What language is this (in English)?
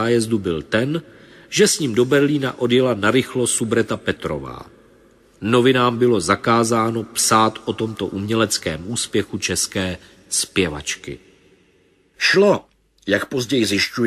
Czech